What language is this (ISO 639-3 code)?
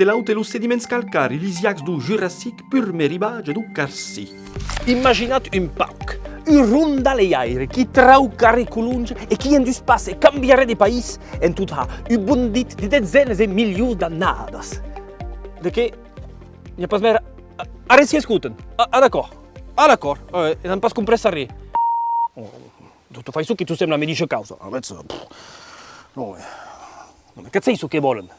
oci